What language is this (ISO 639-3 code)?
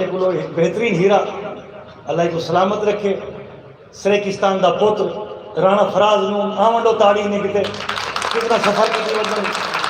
skr